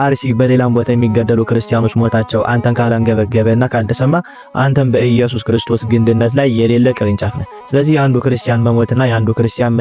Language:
Amharic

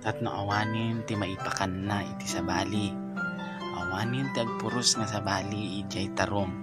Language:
Iloko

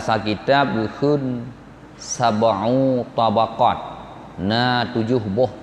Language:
Achinese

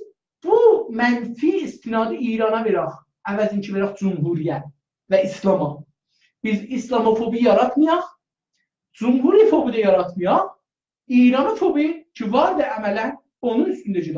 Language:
South Azerbaijani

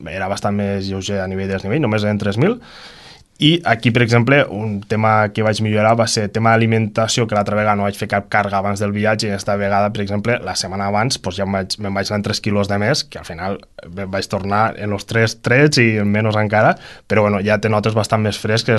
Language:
Catalan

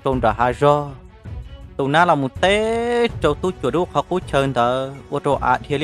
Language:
Hmong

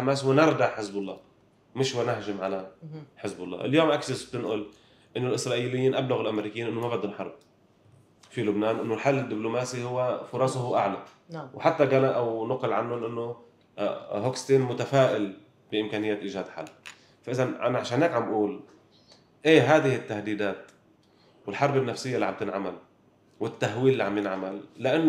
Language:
North Levantine Arabic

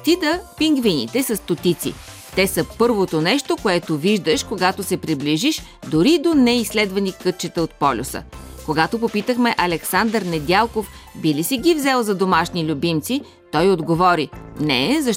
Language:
Bulgarian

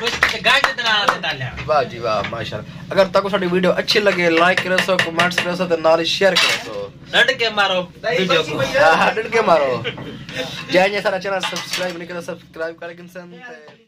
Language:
Saraiki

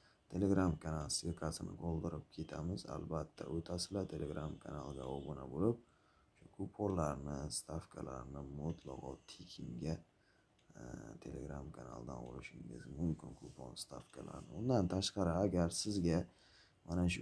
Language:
Uzbek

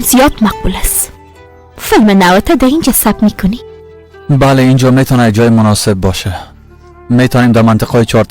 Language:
Persian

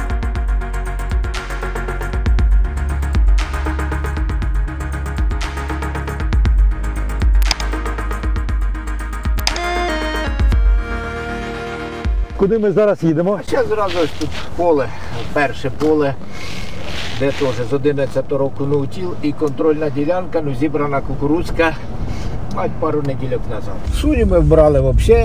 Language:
Ukrainian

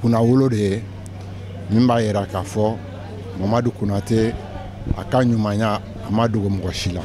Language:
Bambara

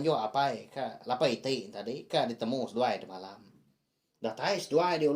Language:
Iban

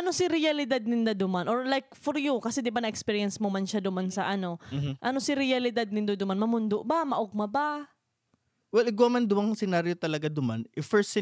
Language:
Bikol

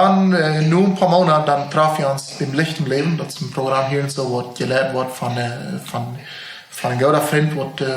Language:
Plautdietsch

